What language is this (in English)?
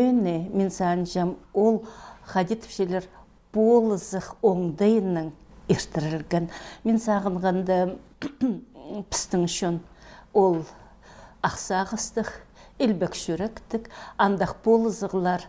Khakas